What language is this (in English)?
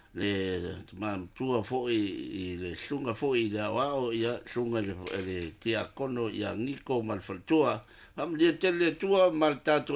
Samoan